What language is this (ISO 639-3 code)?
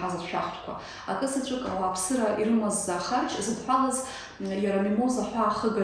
abk